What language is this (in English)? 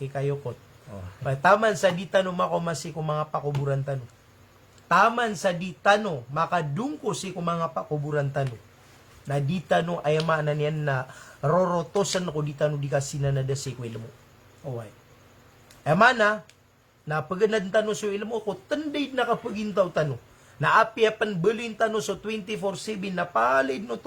Maranao